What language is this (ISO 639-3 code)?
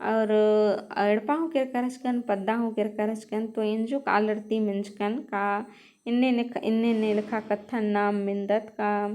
kru